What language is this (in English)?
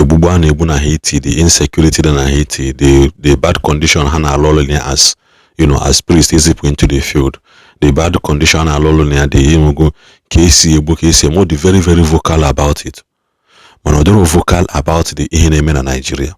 Igbo